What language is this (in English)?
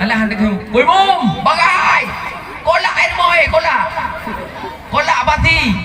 Achinese